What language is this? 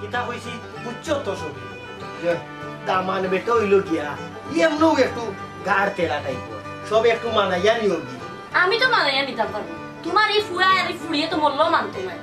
Sylheti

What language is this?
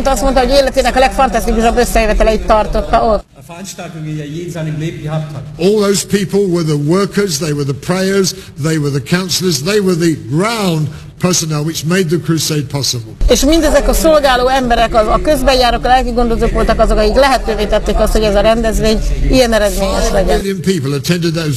Hungarian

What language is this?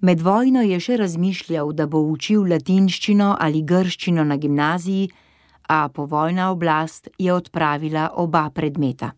Slovenian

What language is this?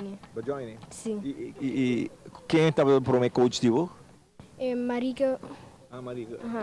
Papiamento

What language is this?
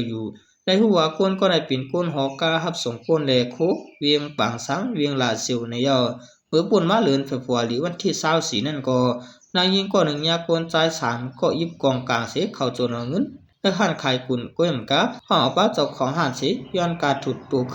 Shan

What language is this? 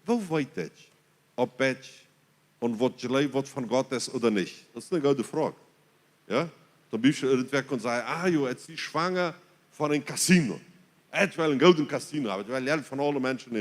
Plautdietsch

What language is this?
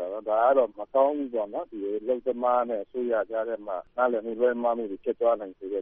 Burmese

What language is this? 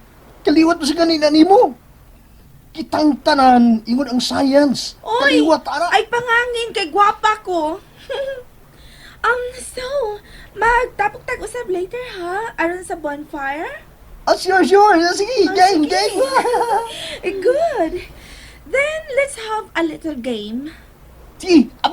Cebuano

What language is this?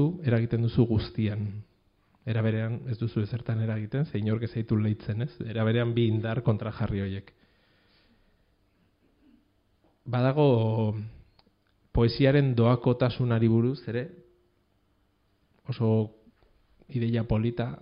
Basque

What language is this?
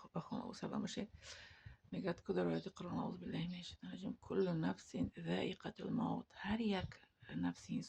Tajik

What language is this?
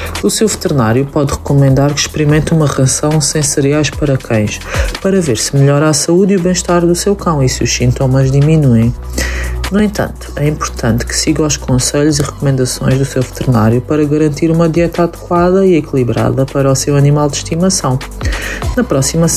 Portuguese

